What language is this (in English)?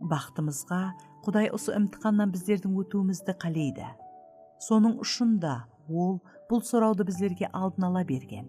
Kara-Kalpak